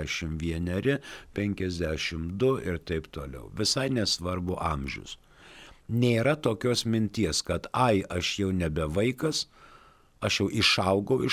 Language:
Lithuanian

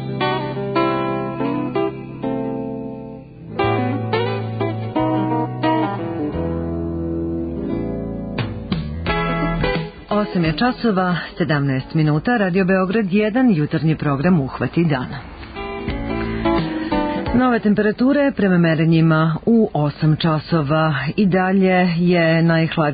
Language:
Serbian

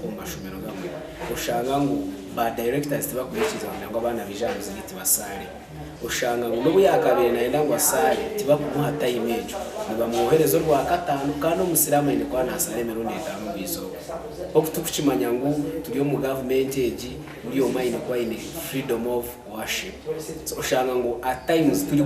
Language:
Nyankole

